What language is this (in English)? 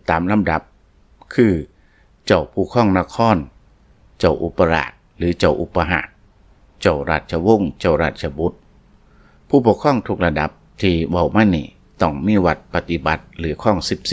Lao